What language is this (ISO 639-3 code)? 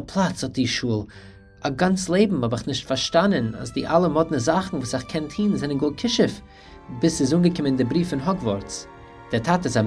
yid